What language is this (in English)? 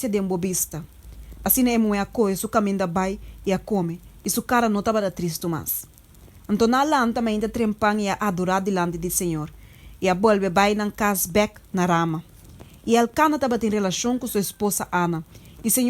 Papiamento